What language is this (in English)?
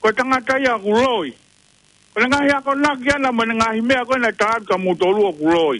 Tongan